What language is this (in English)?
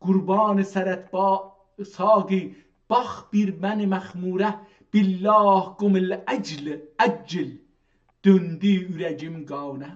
South Azerbaijani